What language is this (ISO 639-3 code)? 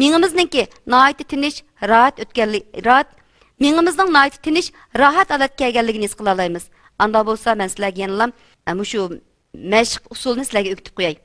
uig